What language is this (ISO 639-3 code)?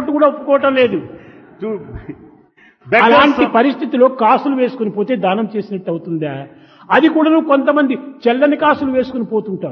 tel